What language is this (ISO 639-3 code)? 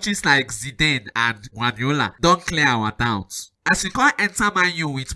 pcm